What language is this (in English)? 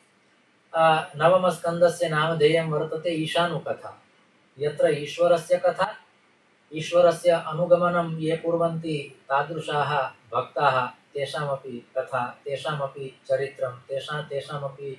Sanskrit